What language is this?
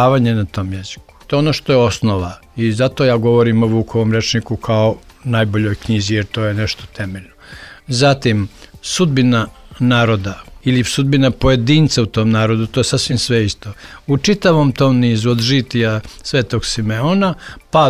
Serbian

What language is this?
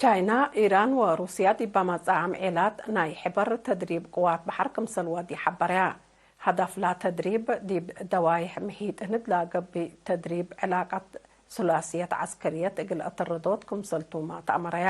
Tigre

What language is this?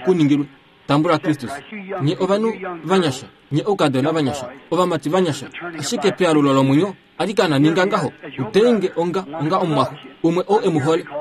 Kuanyama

